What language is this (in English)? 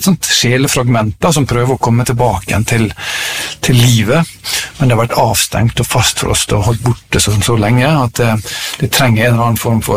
Norwegian